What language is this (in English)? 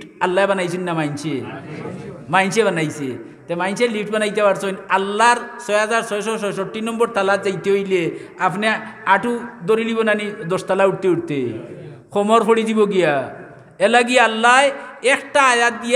Sylheti